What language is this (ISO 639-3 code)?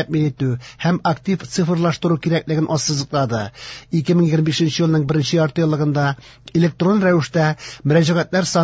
tat